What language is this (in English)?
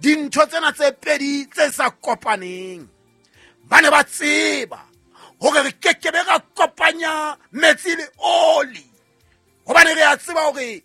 Southern Sotho